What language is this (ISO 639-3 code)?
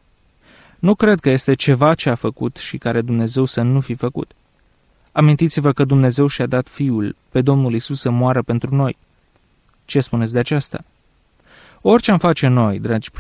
ron